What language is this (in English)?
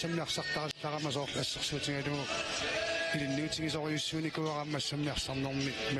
Kalaallisut